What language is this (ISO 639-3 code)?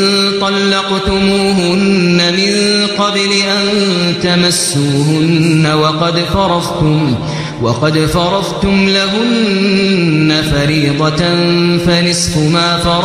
ara